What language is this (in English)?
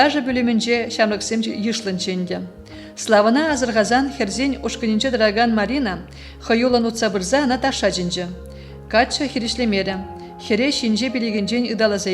Chuvash